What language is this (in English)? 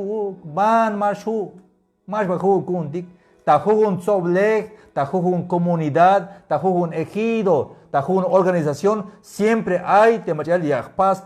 Tzeltal